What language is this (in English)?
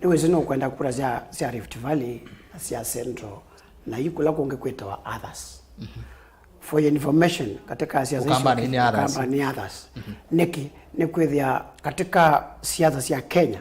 Kamba